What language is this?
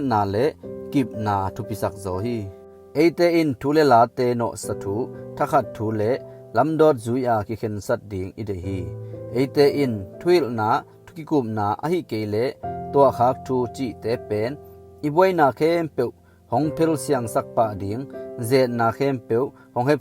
Tedim Chin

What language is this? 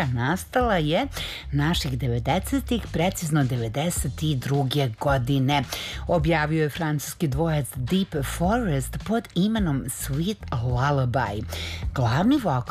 Serbian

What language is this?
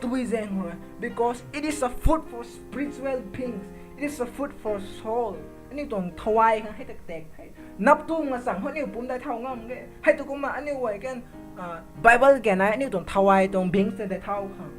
Rongmei Naga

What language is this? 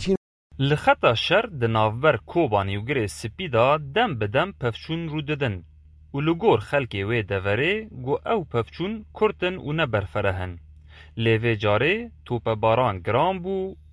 Kurdish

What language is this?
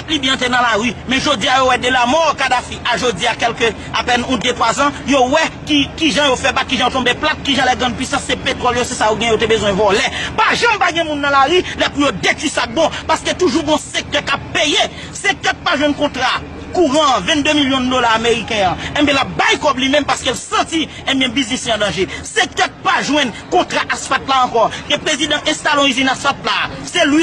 Haitian Creole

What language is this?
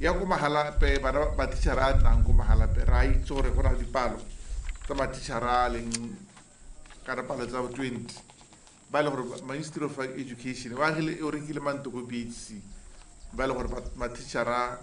Tswana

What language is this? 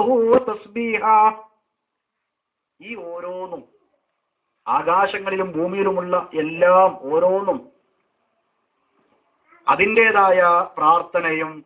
Malayalam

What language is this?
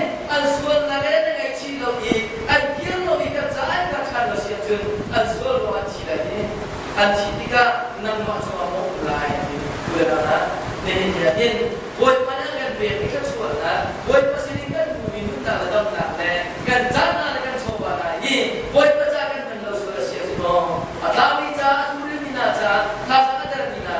Hakha Chin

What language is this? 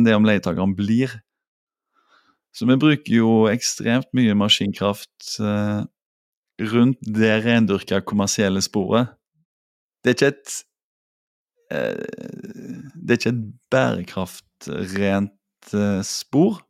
Norwegian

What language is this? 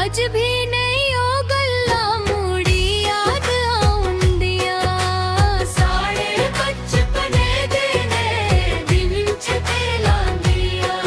Dogri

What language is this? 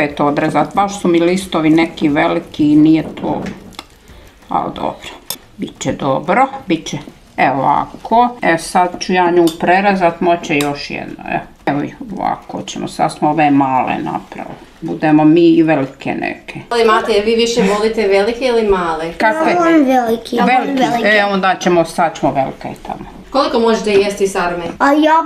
Croatian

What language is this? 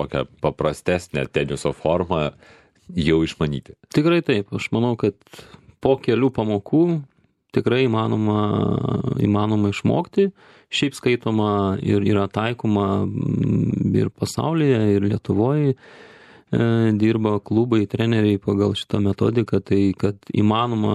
Lithuanian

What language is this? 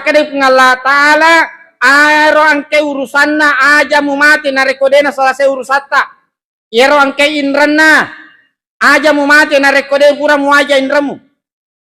Buginese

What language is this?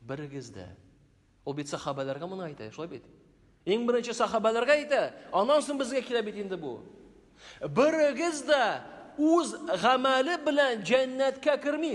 Tatar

